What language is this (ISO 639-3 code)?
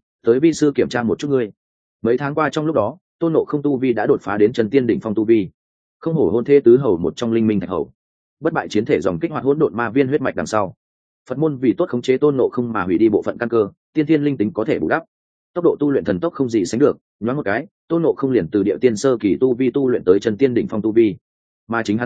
vie